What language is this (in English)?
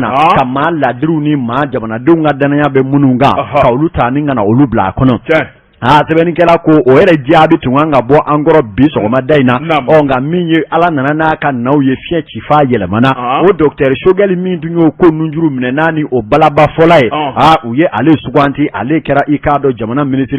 Bambara